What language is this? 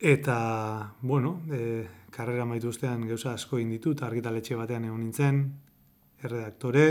Basque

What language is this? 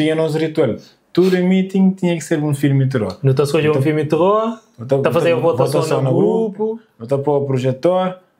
Kabuverdianu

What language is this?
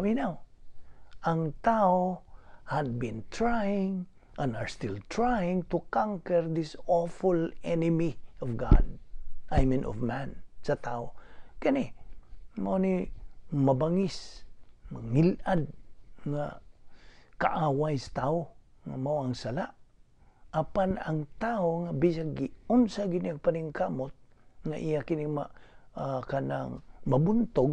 Cebuano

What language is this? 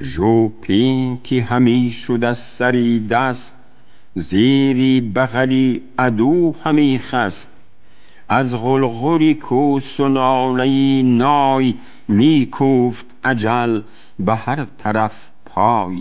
Tajik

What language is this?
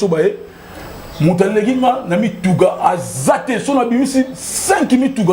Lingala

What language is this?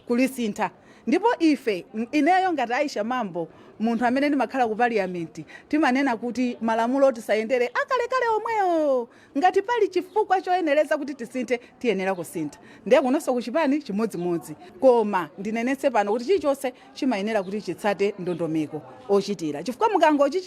Nyanja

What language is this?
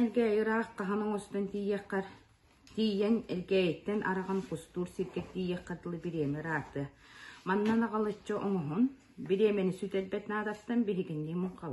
Yakut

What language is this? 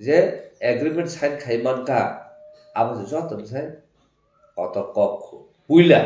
Kok Borok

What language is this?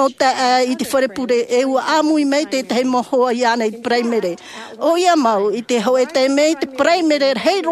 Tahitian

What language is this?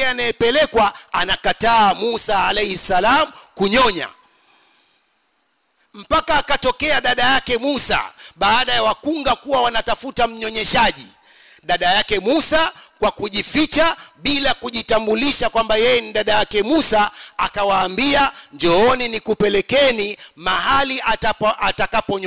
Swahili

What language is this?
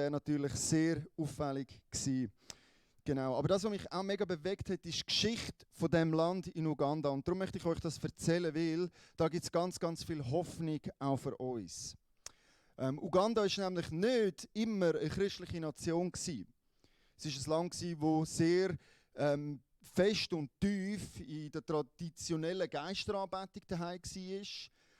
Swiss German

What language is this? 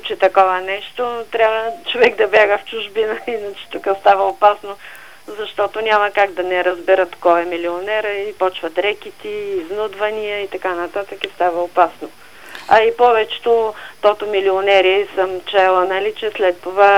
Bulgarian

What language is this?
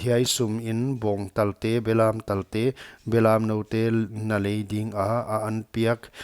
Paite Chin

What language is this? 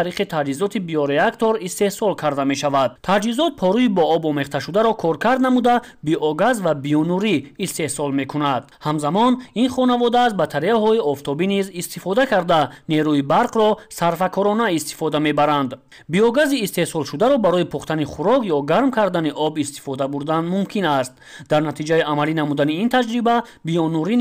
Tajik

